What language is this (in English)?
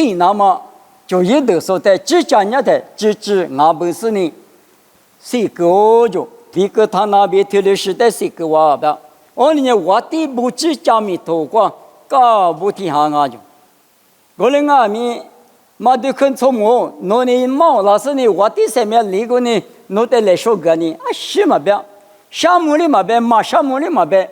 Lisu